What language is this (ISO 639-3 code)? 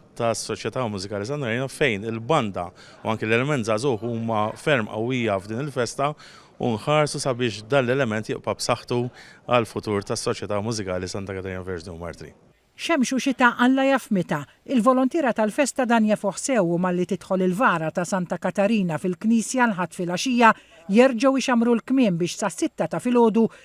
mlt